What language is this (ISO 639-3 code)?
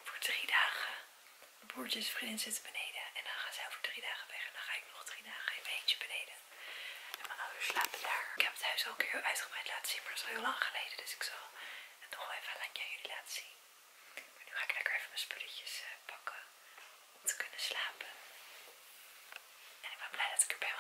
nld